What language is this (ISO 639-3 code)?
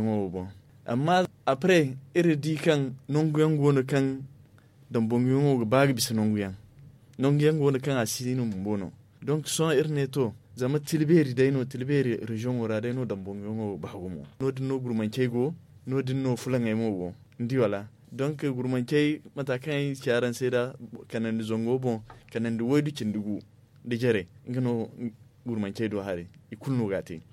dje